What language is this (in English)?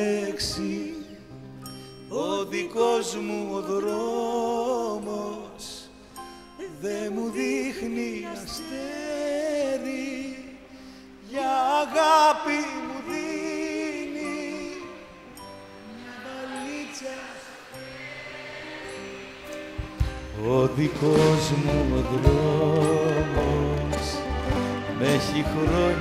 Greek